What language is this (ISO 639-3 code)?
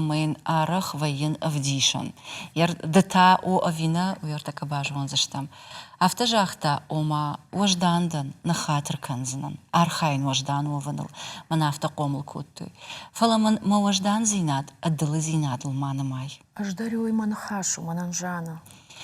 oss